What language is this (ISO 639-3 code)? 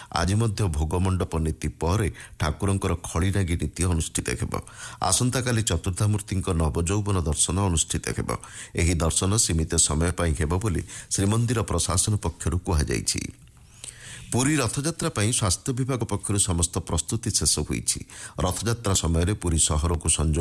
ori